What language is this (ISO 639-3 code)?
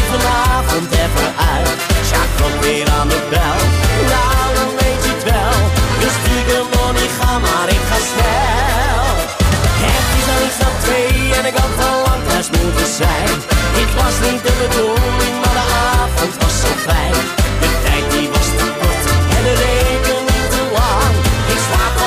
nld